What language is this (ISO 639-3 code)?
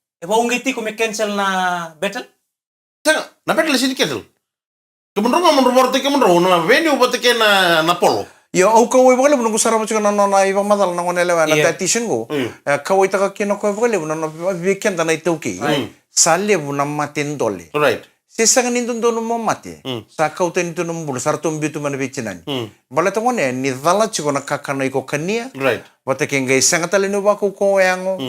fij